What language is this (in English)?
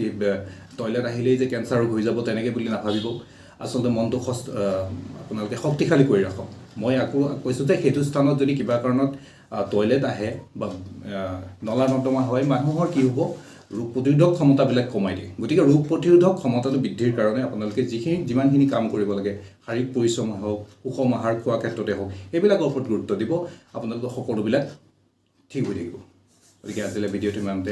Assamese